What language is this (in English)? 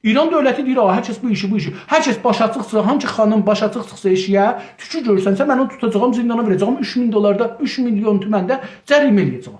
South Azerbaijani